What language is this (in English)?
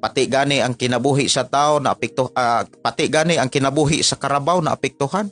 Cebuano